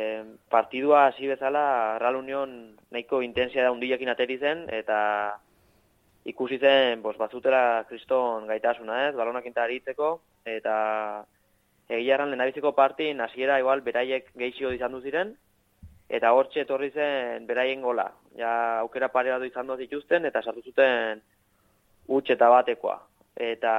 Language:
Basque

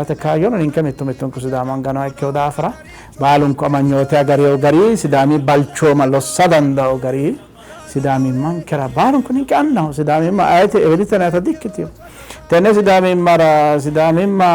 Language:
Sidamo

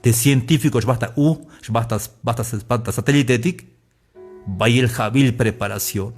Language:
Tzeltal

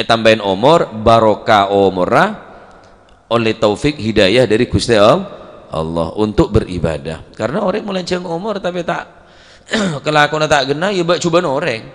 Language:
Madurese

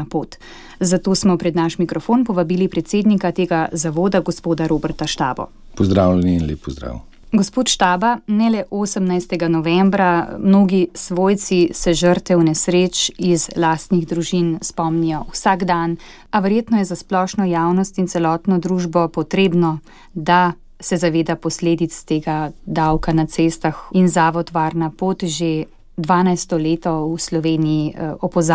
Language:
Slovenian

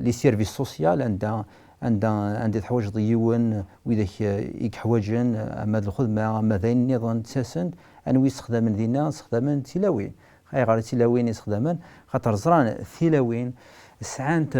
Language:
Kabyle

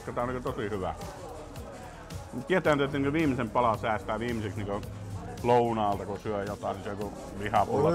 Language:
Finnish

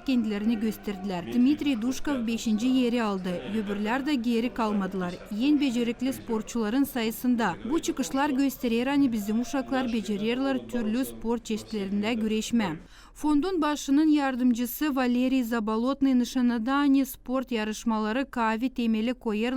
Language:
Gagauz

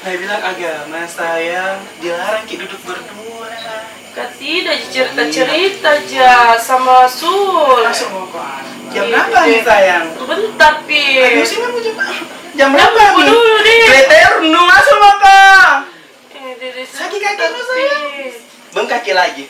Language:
Makassar Malay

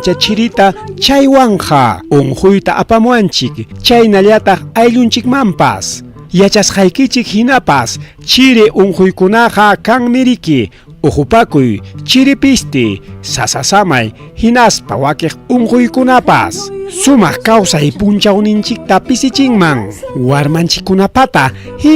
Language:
Ayacucho Quechua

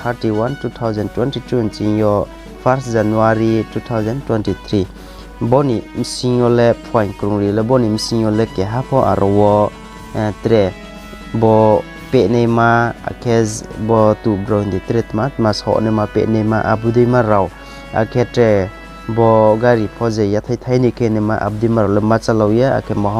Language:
Riang (India)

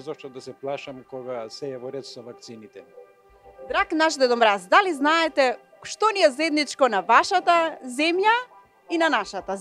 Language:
Macedonian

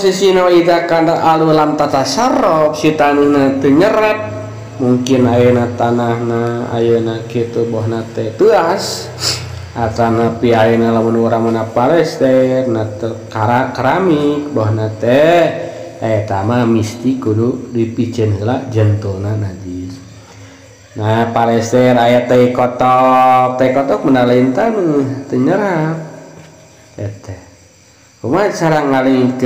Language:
Sundanese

